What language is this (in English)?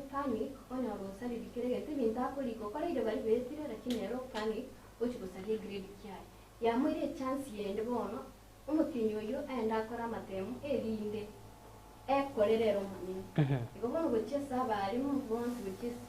Gusii